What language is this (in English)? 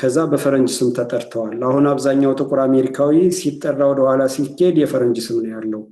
Amharic